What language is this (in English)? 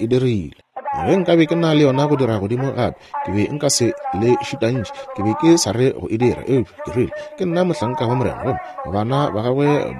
Northern Sotho